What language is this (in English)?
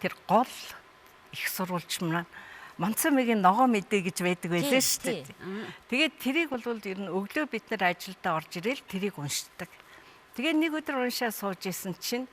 Mongolian